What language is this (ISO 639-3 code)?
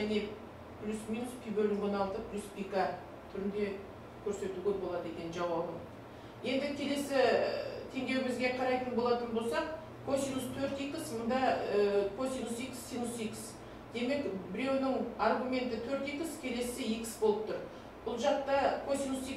kaz